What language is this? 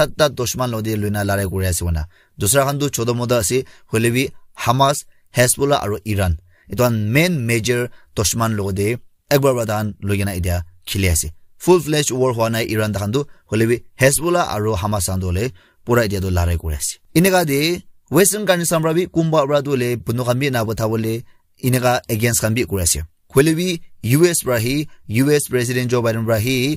Naga Pidgin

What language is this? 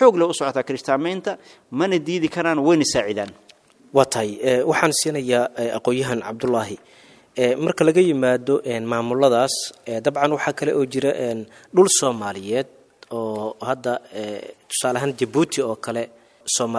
Somali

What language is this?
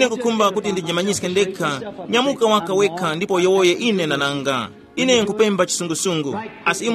Tumbuka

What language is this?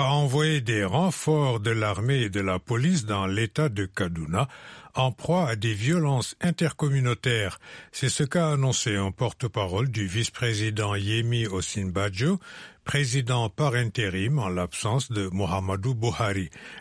French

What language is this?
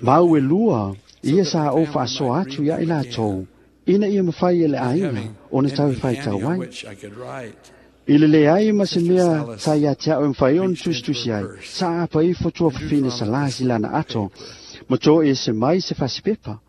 Samoan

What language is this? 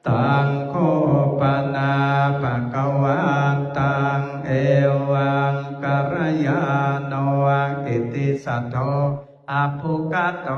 Pali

